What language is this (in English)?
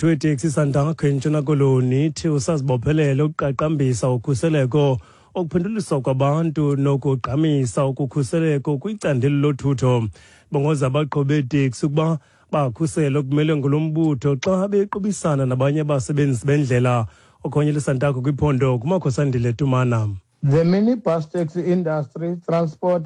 Xhosa